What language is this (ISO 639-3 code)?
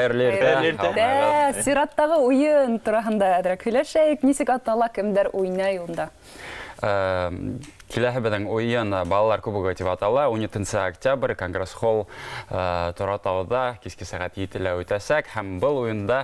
bak